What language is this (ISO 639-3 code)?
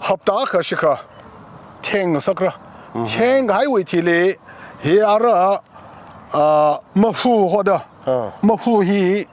nmf